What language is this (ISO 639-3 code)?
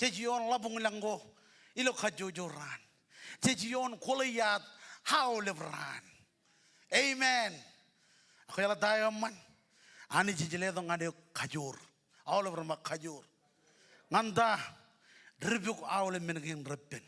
mah